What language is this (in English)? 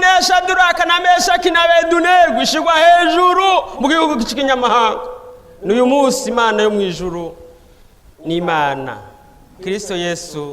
Rundi